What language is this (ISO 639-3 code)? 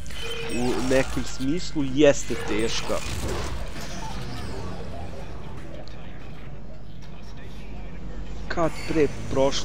srp